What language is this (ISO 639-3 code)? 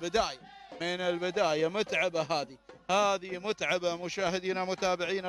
ara